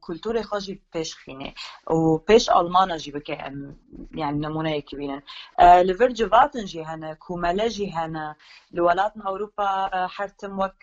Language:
Kurdish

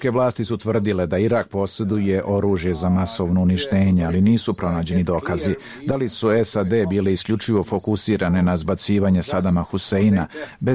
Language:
Bosnian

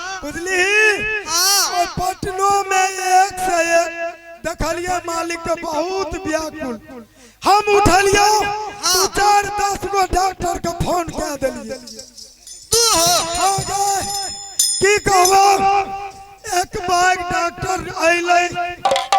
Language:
Maithili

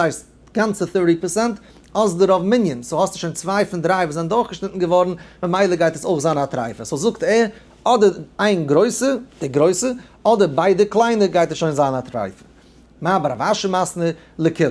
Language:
Yiddish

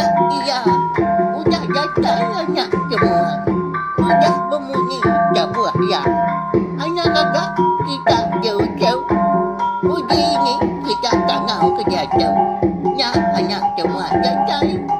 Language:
Iban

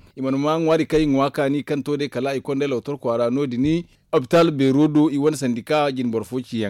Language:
Zarma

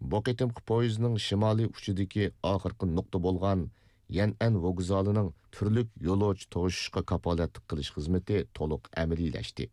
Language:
Uyghur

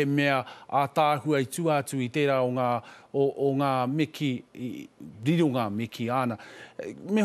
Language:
Māori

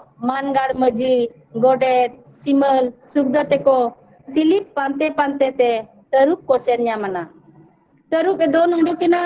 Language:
Santali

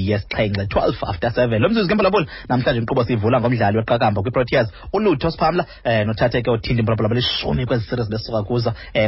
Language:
Xhosa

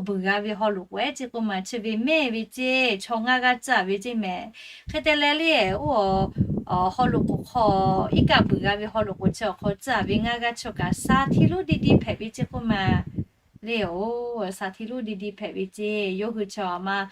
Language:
Lahu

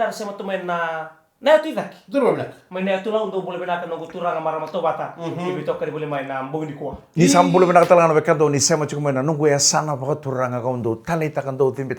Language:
Fijian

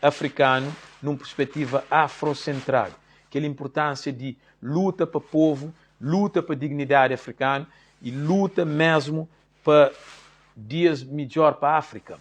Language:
Kabuverdianu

